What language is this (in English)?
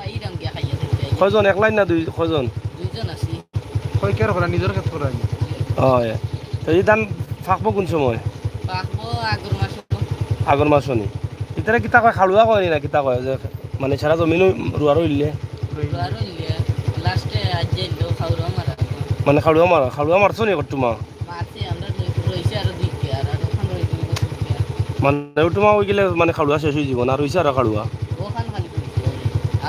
Sylheti